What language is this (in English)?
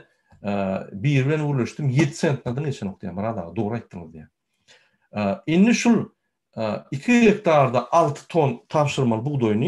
Turkmen